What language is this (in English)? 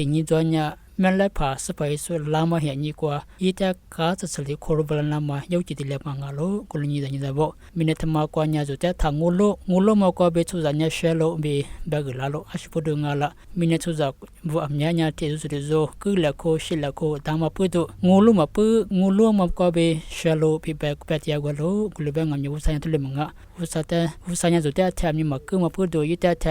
Lisu